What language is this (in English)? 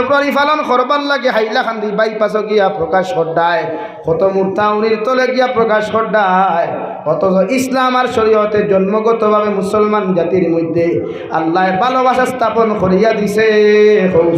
Sylheti